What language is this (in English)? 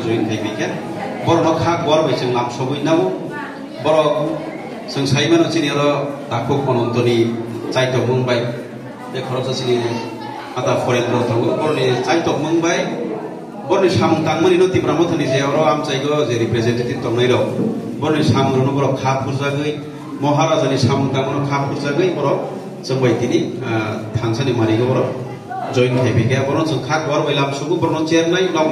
Kok Borok